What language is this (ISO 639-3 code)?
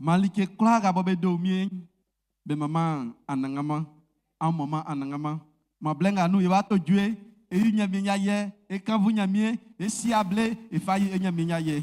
bci